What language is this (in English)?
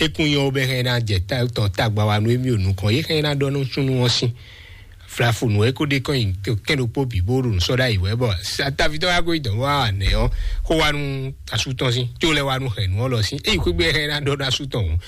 Fon